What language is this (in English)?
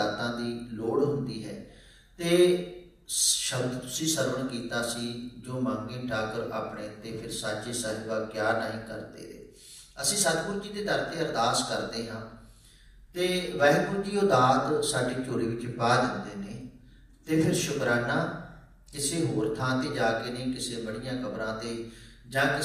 Punjabi